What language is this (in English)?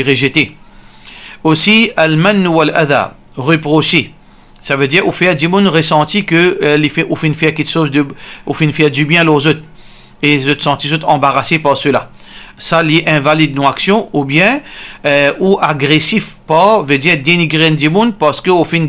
Morisyen